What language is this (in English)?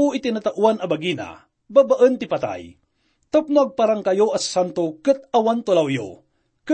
Iloko